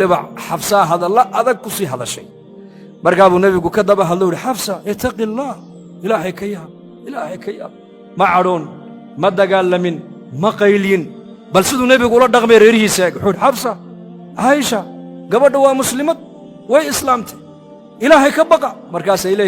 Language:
Somali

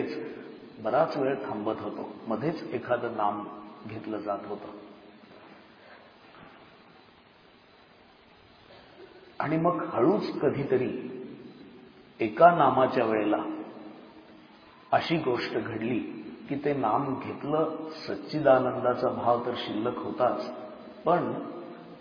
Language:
Marathi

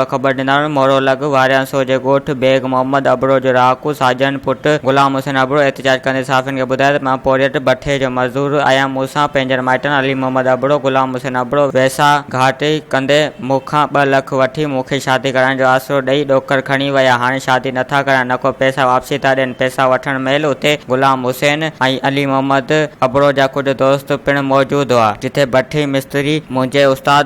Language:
Sindhi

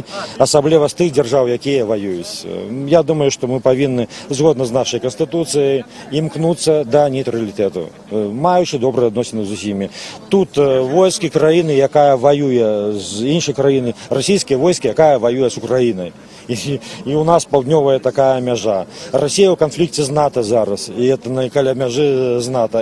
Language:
Belarusian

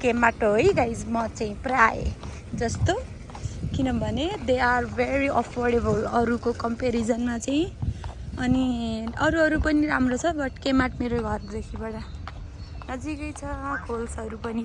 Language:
Nepali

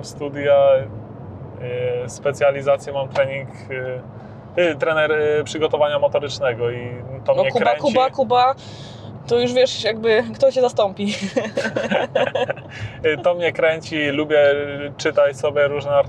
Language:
Polish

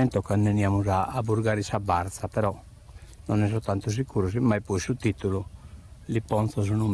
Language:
Sardinian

